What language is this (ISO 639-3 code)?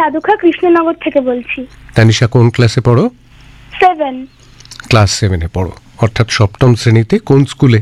ben